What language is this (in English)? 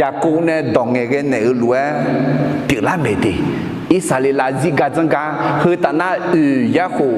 Akha